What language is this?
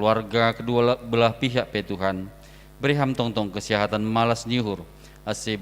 Batak Simalungun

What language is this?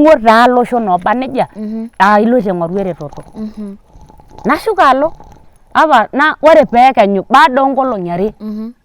Masai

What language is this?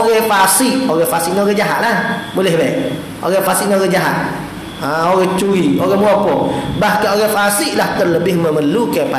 Malay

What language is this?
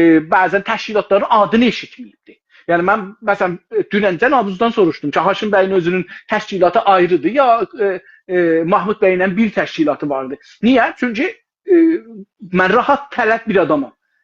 South Azerbaijani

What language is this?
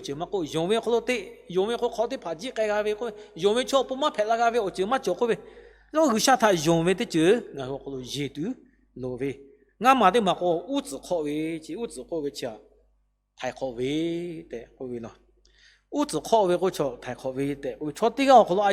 Lahu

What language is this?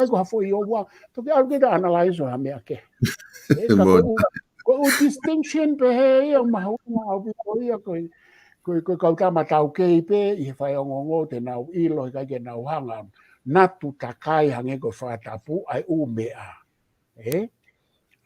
Tongan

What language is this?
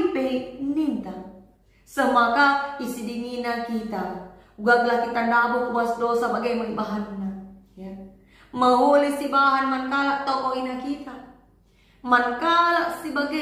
Batak Karo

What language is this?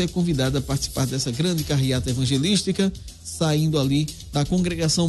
Portuguese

